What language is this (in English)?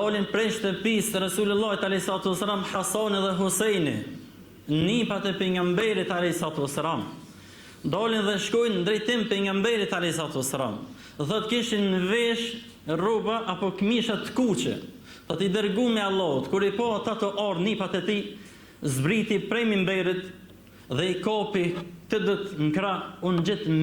Albanian